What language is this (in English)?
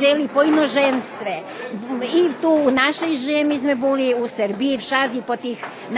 Rusyn